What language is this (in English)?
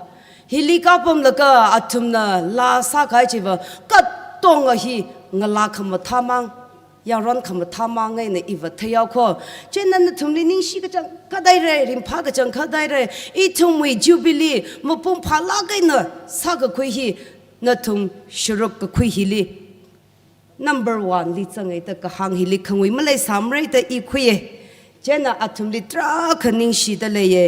Tangkhul Naga (India)